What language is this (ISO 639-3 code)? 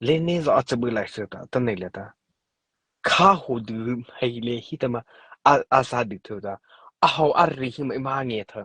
mrh